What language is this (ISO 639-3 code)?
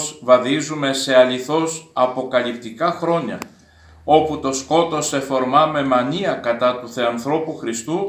ell